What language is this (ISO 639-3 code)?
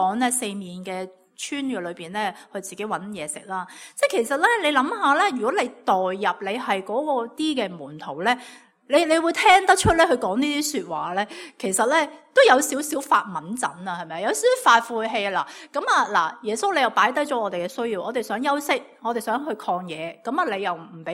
yue